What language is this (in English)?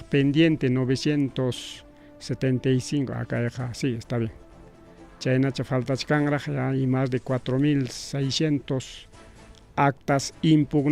Ayacucho Quechua